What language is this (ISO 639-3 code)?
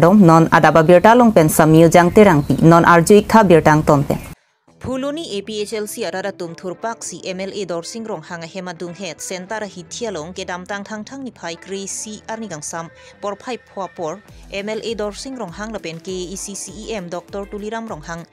mjw